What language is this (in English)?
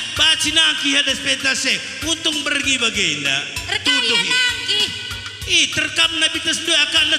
Batak Karo